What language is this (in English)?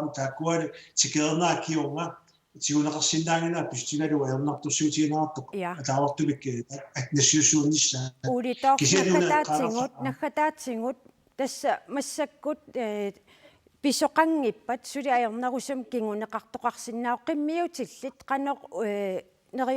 Kalaallisut